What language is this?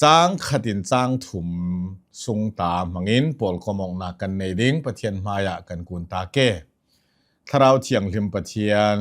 Hakha Chin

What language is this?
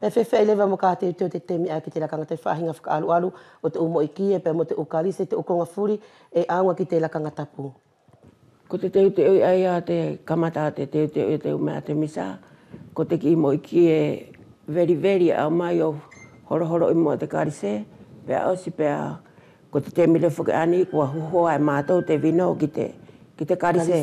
Wallisian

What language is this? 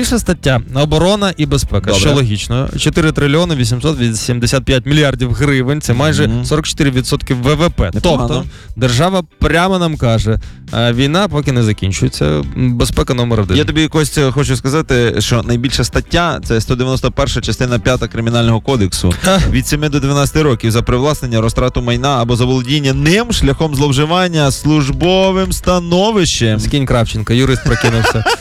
Ukrainian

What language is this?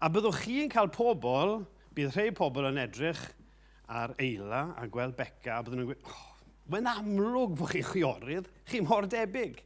Welsh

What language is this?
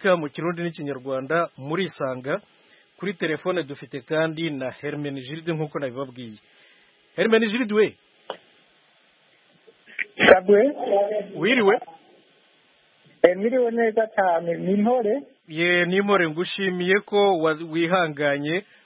Kinyarwanda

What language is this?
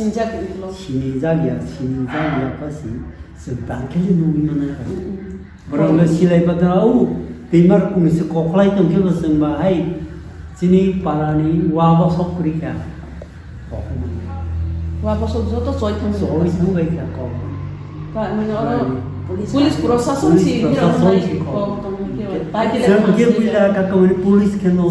Kok Borok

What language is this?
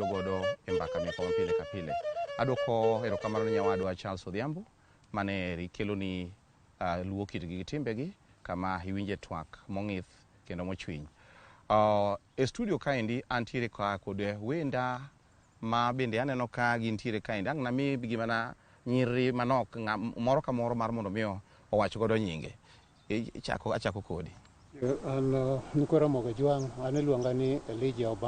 Luo (Kenya and Tanzania)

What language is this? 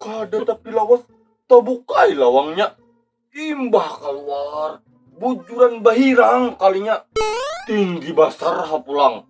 Banjar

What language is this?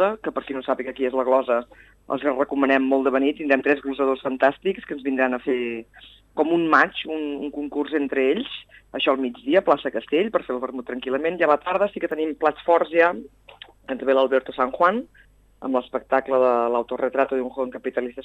Catalan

